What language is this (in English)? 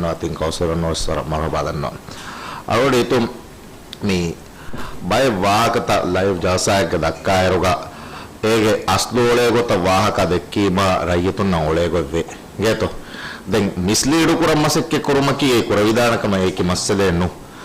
Divehi